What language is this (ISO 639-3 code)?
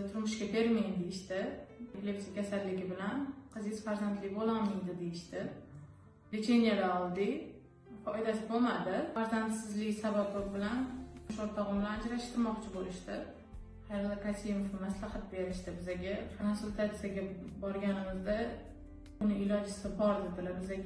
uzb